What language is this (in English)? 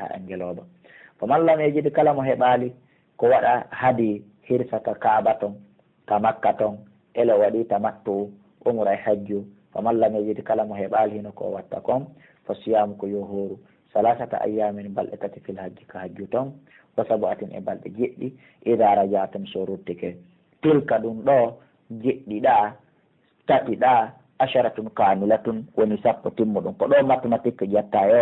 Pular